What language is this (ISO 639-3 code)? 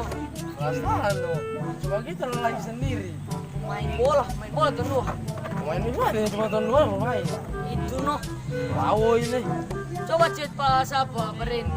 xmm